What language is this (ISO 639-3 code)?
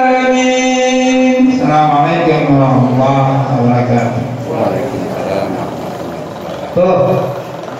bew